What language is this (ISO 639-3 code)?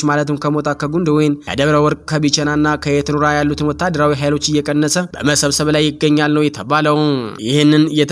amh